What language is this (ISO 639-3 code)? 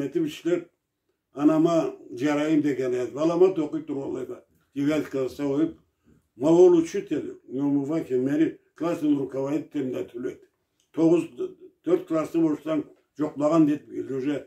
krc